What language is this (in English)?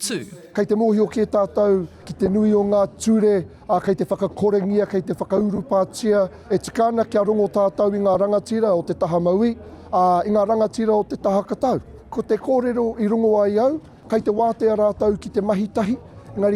Māori